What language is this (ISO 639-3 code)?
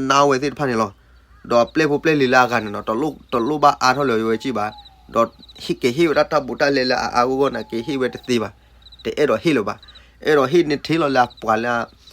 ksw